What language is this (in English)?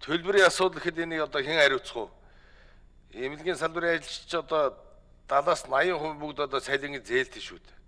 Mongolian